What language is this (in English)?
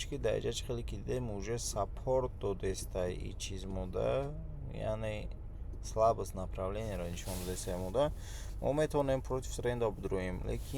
Tajik